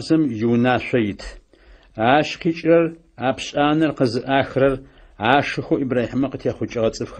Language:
Adyghe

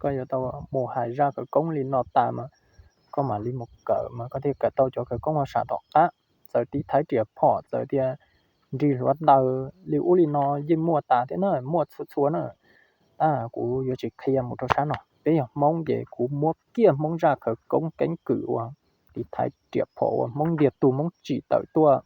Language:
Hmong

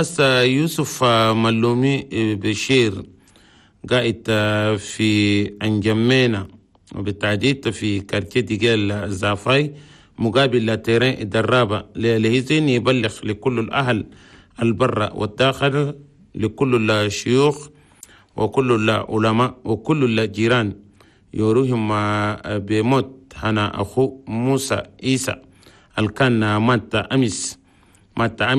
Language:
Chadian Arabic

